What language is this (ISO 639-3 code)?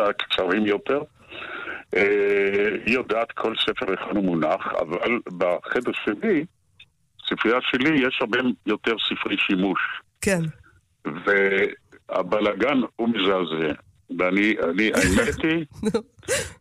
heb